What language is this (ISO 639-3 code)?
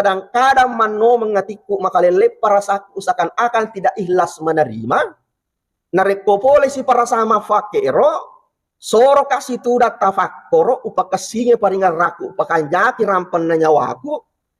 bug